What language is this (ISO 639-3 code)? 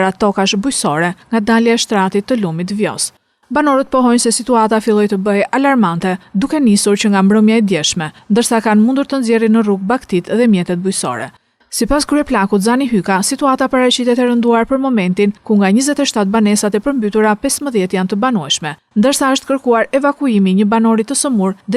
sqi